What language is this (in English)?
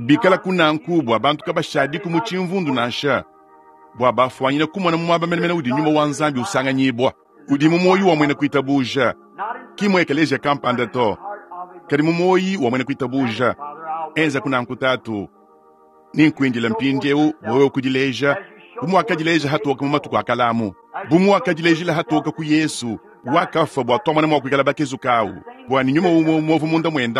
Luba-Lulua